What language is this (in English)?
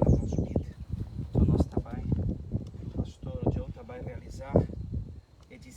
Papiamento